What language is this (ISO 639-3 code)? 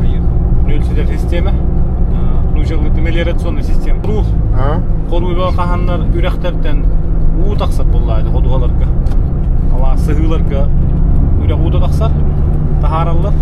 sah